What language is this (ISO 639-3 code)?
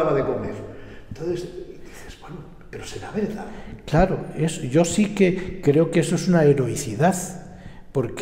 spa